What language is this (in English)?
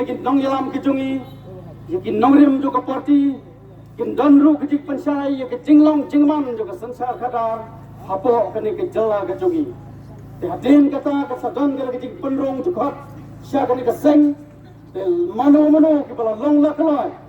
Khasi